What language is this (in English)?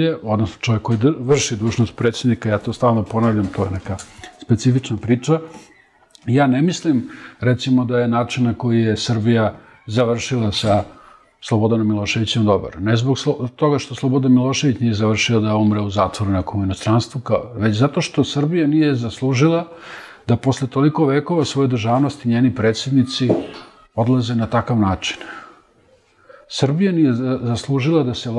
Serbian